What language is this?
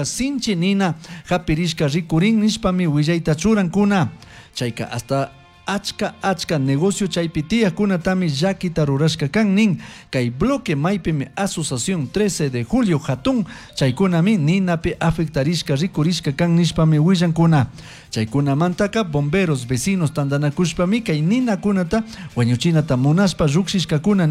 Chimborazo Highland Quichua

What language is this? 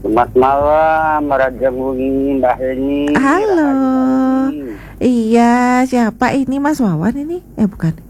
Balinese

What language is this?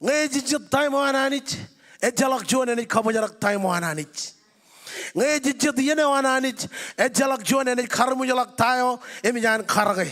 Marshallese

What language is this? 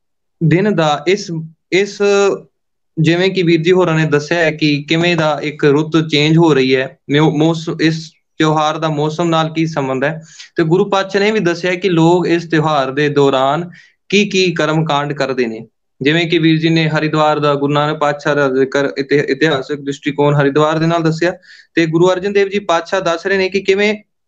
Punjabi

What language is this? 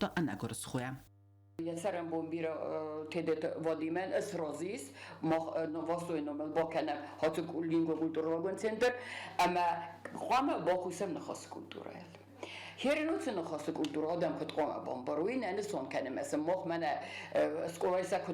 Ossetic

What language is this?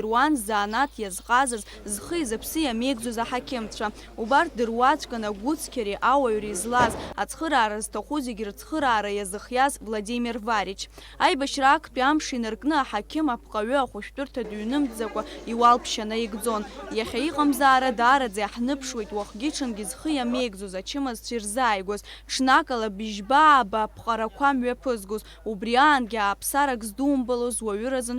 Abkhazian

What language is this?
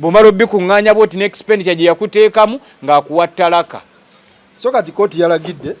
Ganda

